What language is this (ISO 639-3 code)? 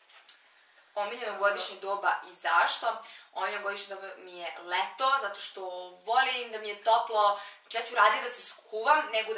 srp